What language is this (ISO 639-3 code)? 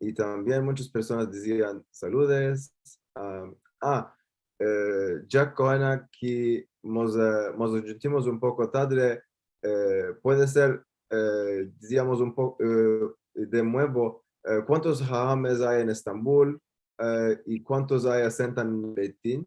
lad